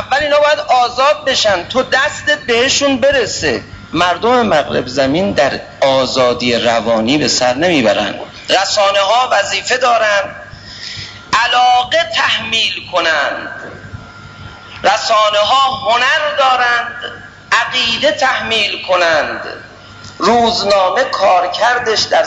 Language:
Persian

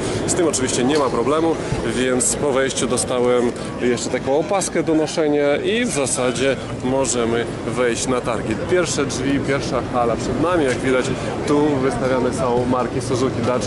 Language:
Polish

